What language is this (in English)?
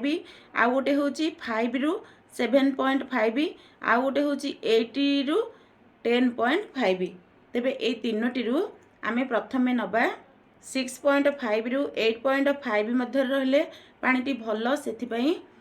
Odia